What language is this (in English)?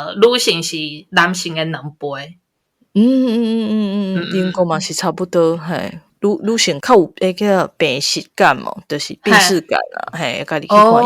Min Nan Chinese